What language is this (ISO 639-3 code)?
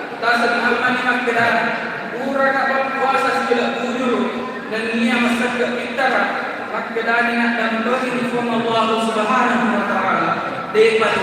bug